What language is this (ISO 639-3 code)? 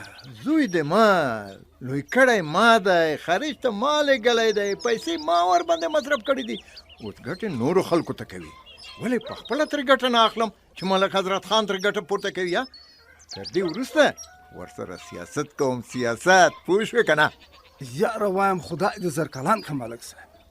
pus